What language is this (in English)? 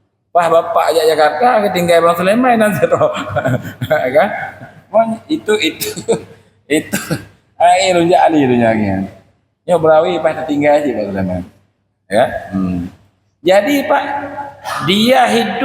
Achinese